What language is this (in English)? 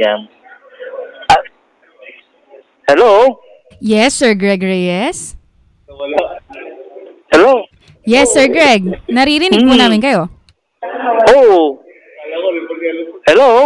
Filipino